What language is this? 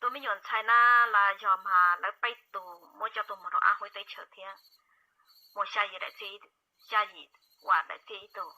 Hmong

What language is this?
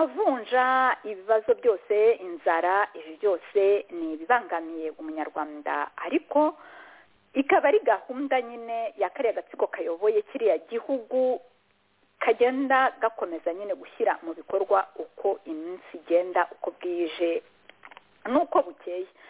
Kinyarwanda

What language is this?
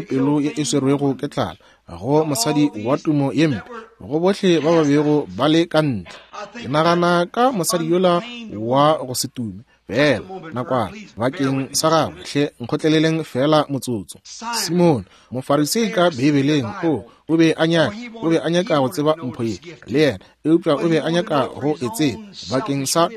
Northern Sotho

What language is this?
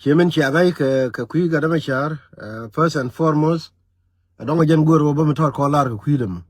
Nuer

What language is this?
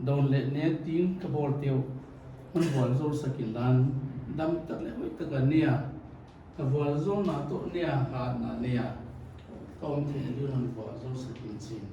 Paite Chin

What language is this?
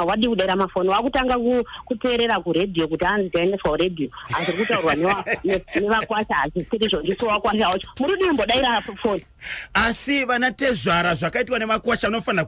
Shona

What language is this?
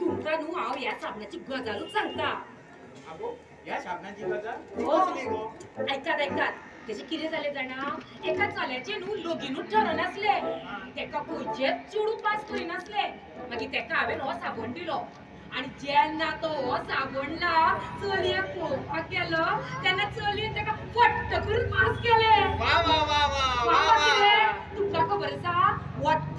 Konkani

